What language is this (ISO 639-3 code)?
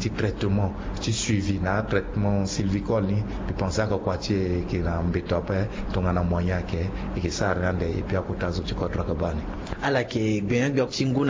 sag